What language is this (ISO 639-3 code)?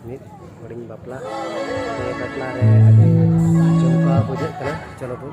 sat